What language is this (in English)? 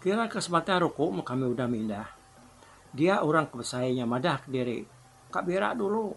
Iban